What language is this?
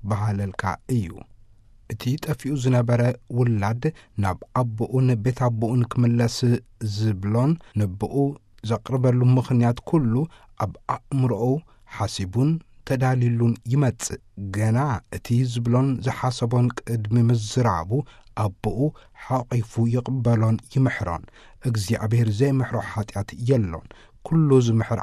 Tigrinya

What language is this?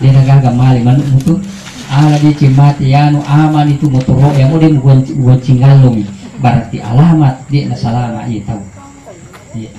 Buginese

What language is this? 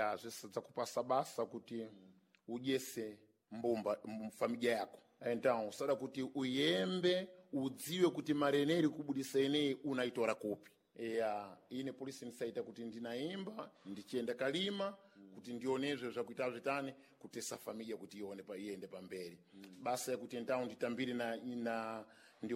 Sena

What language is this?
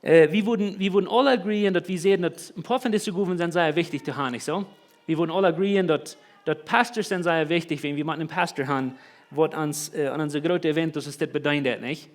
Plautdietsch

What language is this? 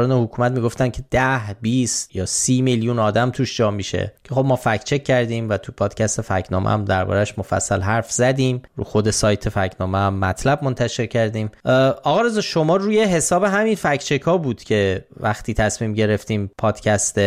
Persian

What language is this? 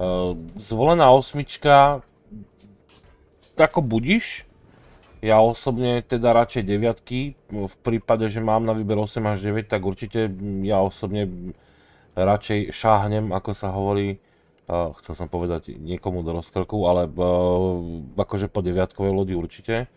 Slovak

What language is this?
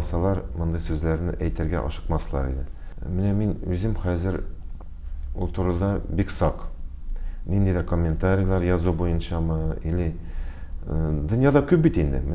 Tatar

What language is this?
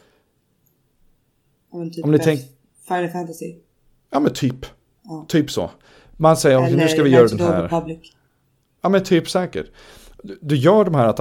Swedish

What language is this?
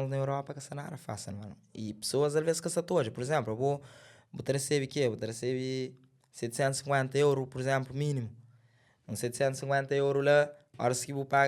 Kabuverdianu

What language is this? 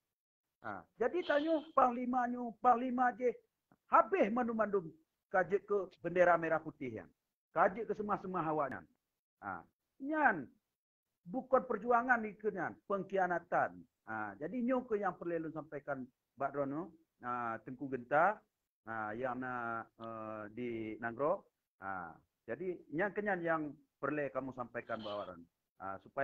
Achinese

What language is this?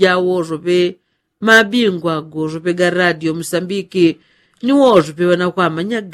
Yao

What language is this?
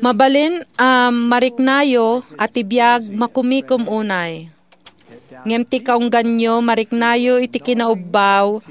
Iloko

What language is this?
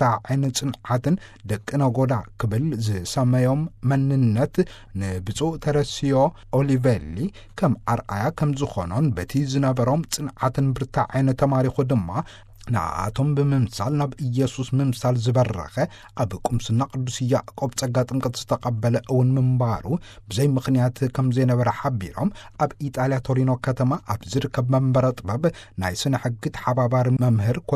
Tigrinya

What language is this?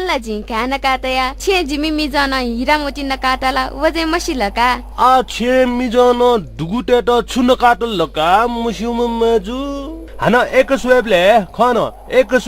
Newari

